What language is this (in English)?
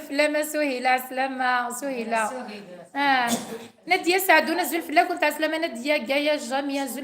Kabyle